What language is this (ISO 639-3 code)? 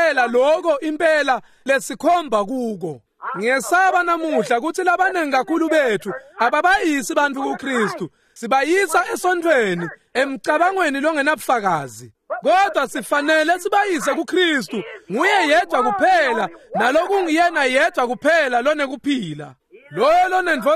ssw